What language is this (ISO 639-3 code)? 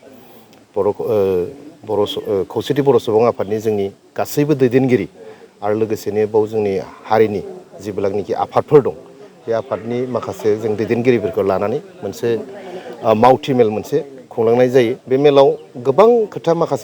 brx